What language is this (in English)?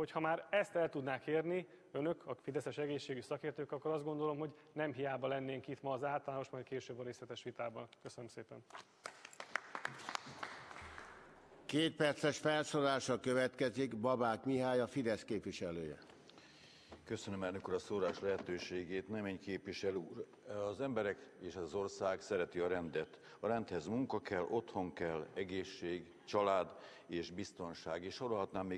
Hungarian